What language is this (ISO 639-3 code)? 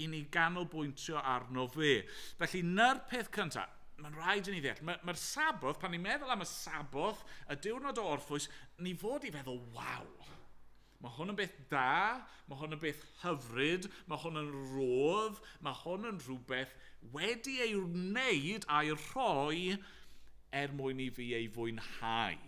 cym